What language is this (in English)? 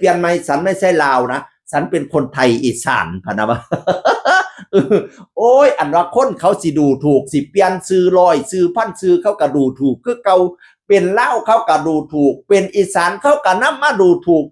Northeastern Thai